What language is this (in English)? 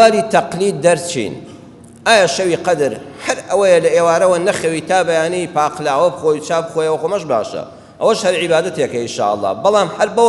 Central Kurdish